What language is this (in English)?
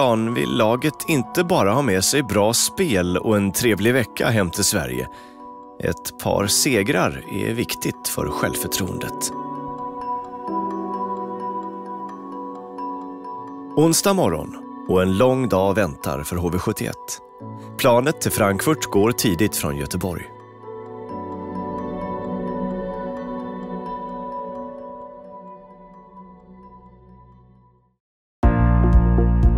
Swedish